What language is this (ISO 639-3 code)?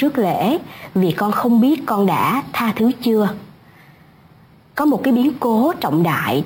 vie